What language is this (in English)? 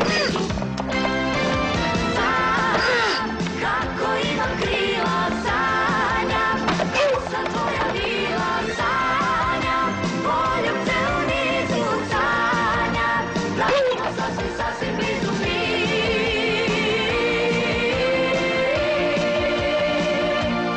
Serbian